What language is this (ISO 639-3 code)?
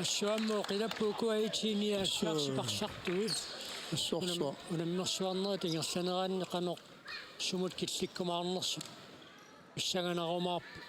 kal